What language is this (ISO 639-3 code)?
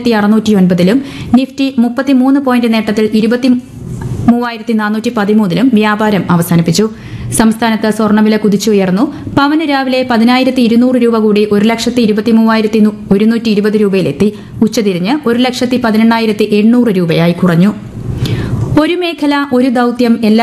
mal